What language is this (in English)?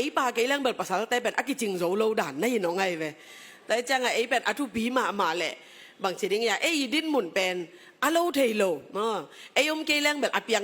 Tedim Chin